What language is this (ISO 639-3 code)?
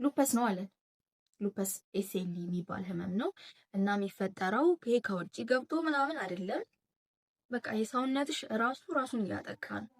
amh